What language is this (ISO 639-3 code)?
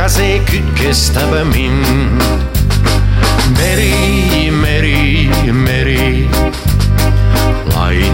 est